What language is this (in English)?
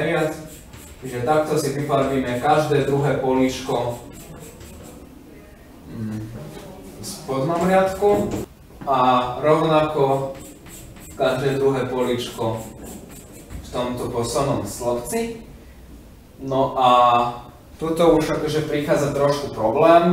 Slovak